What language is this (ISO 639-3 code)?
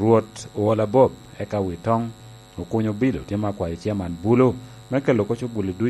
laj